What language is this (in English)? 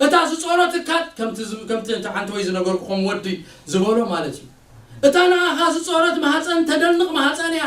Tigrinya